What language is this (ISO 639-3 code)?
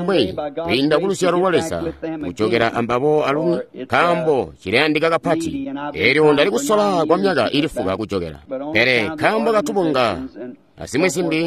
toi